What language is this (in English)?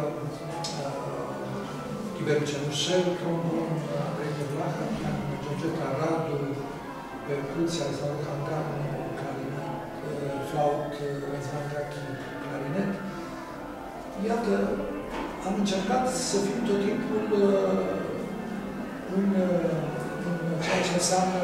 Romanian